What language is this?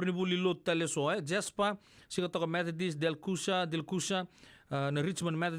Fijian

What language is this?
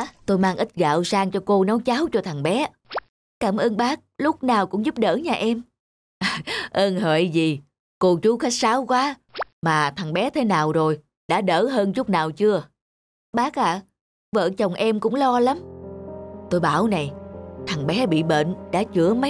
Vietnamese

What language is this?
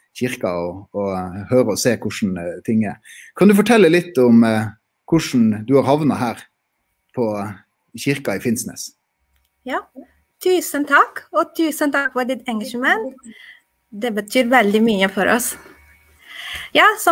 Norwegian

